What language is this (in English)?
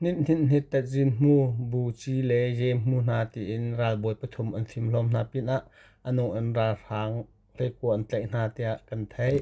Hakha Chin